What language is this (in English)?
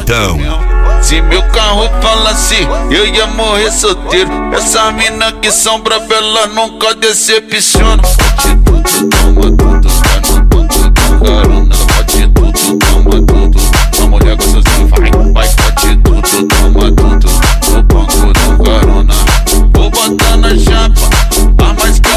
Portuguese